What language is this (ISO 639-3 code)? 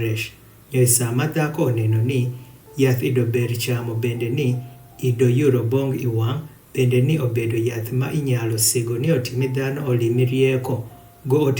adh